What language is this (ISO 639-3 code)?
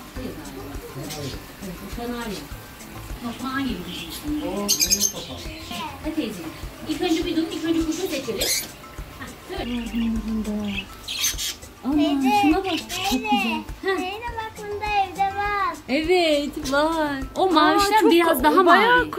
tur